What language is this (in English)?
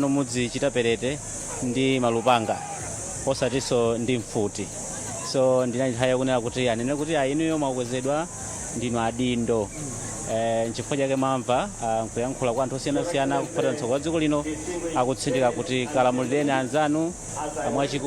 Nyanja